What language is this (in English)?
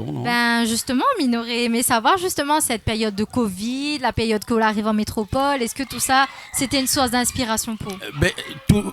Réunion Creole French